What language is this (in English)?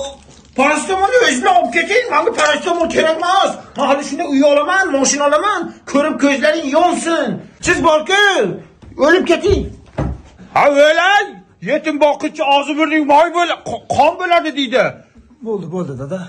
Uzbek